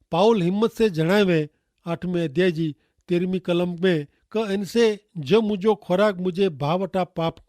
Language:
Kachhi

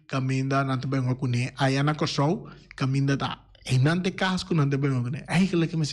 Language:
Papiamento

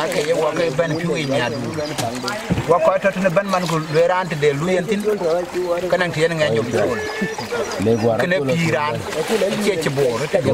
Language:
Dinka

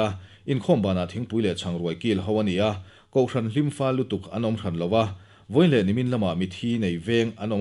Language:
Mizo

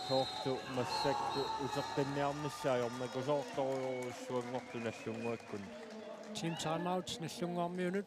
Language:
Kalaallisut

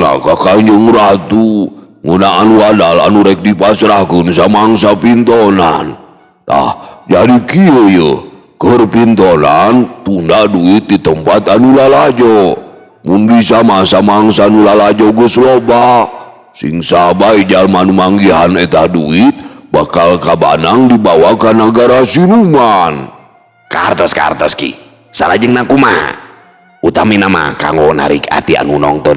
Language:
Sundanese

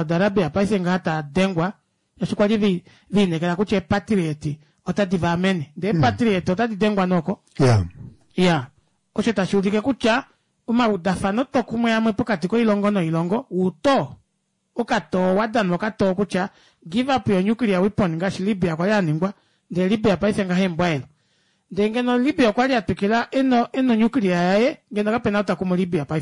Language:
Kuanyama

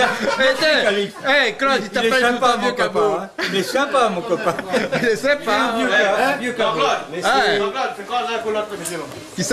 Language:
Réunion Creole French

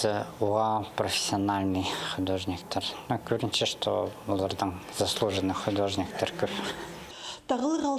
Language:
Khakas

